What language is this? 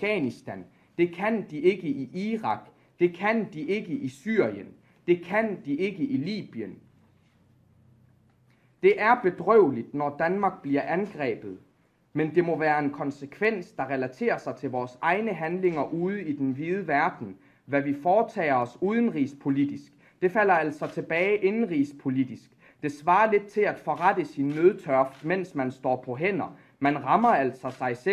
Danish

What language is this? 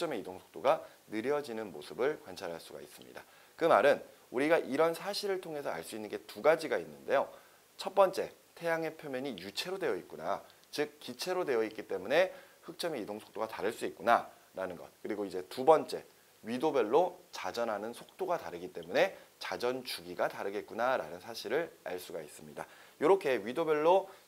Korean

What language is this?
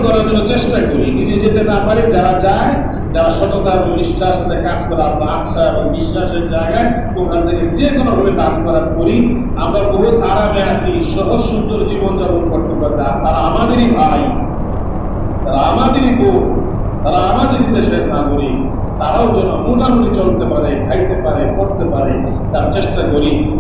Bangla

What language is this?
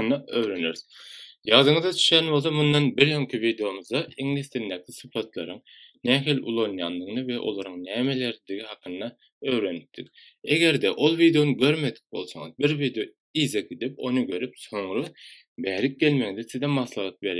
Turkmen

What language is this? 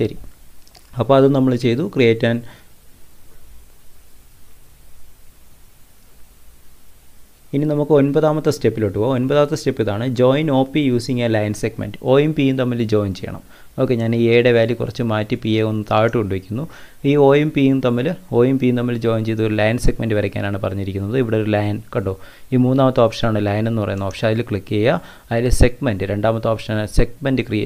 Malayalam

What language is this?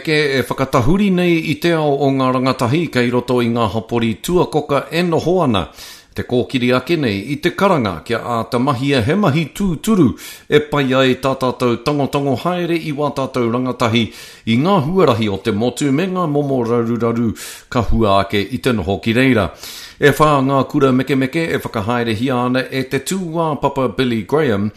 Māori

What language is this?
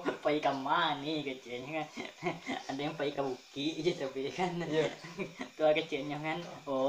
Minangkabau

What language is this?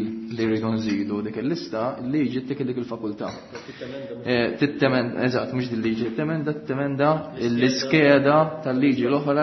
Maltese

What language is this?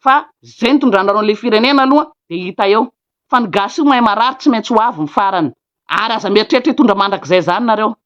Malagasy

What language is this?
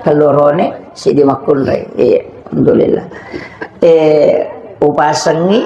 Buginese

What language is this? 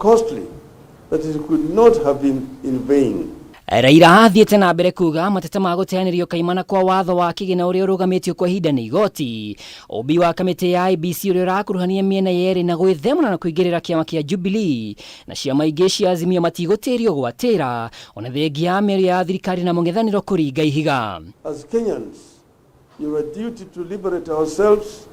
Kikuyu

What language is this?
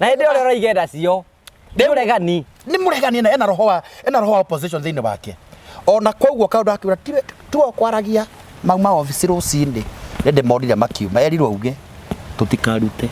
Kikuyu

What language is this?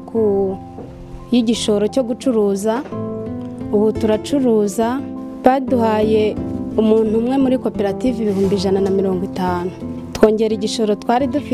Kinyarwanda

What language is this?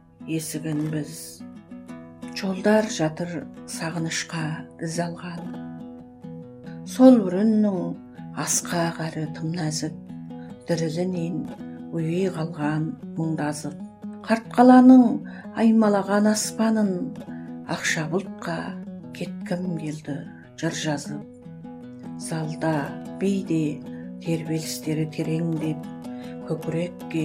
Kazakh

